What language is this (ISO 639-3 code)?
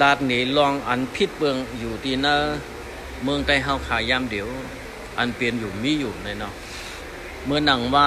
shn